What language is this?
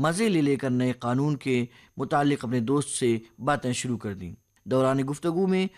Urdu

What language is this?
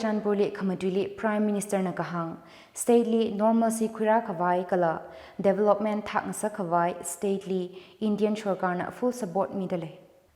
Tangkhul Naga (India)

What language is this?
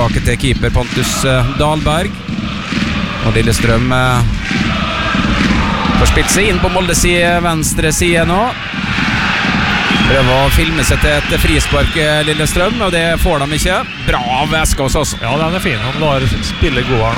Norwegian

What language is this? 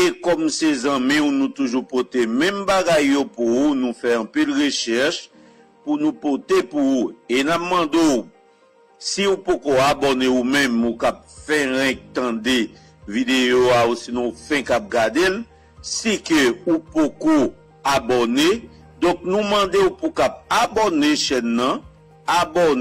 Haitian Creole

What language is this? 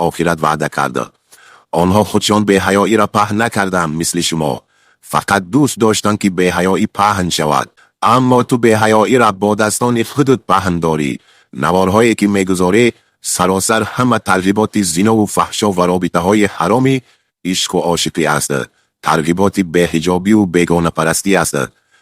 Tajik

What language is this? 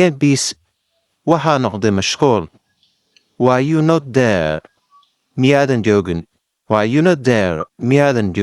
Somali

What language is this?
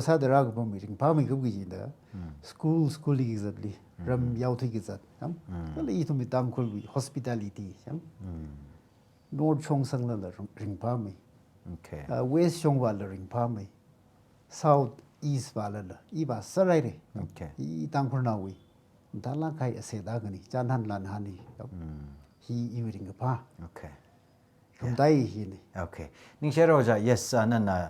Tangkhul Naga (India)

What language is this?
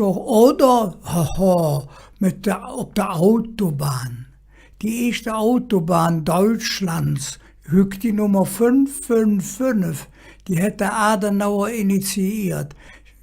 Colognian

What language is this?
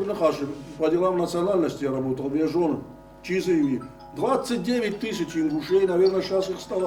Ossetic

